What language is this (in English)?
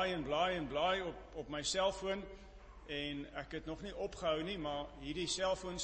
Afrikaans